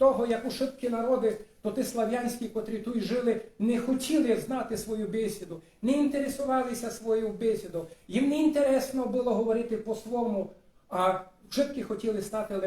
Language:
Rusyn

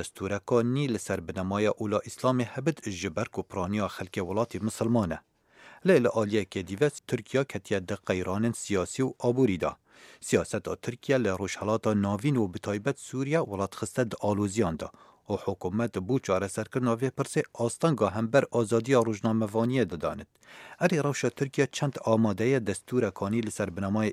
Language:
Kurdish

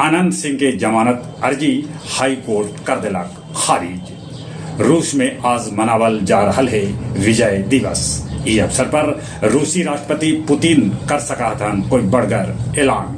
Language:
Magahi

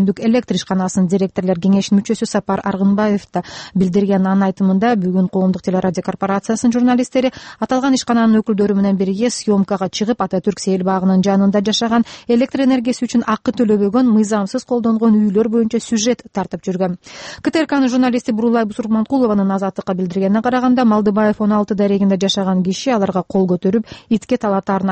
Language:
Kyrgyz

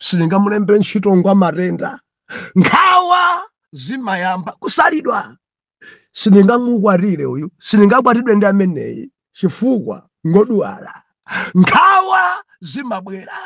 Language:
Nyanja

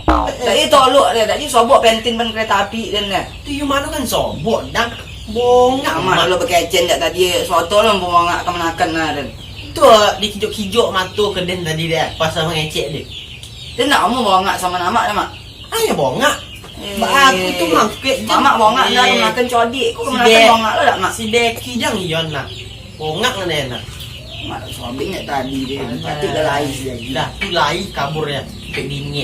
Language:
Minangkabau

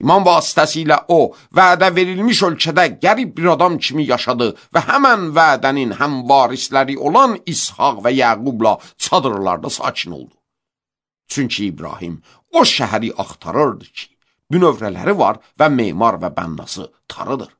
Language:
Azerbaijani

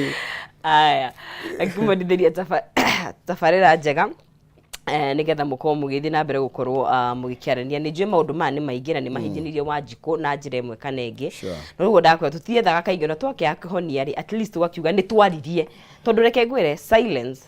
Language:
Kikuyu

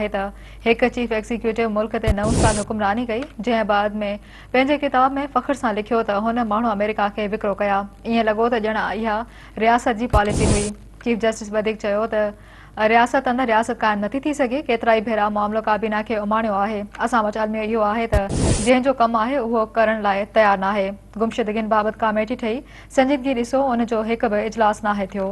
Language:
Sindhi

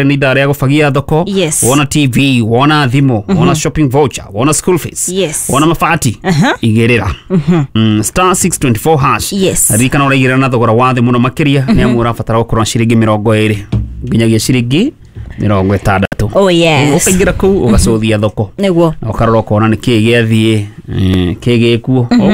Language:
Kikuyu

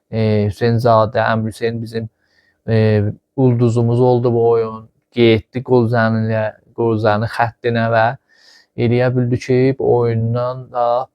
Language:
Azerbaijani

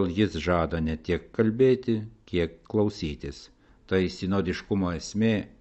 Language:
Lithuanian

